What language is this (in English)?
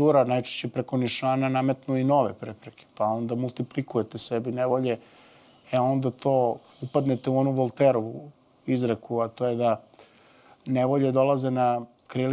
Serbian